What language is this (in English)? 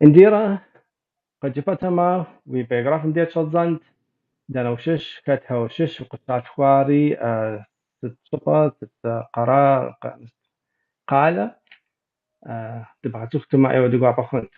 Kabardian